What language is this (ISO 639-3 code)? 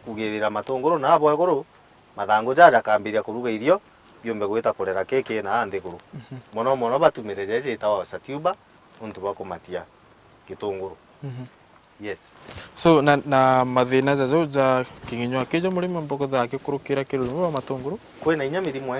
mer